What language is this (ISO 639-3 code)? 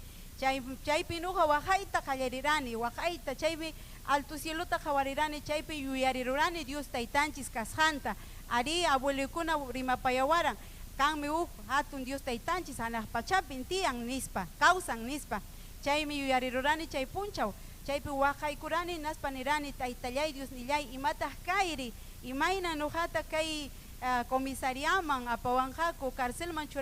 quy